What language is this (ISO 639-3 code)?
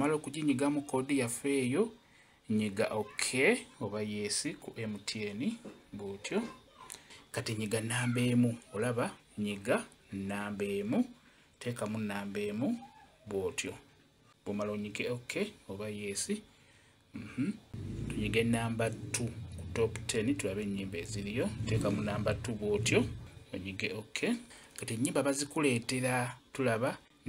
lug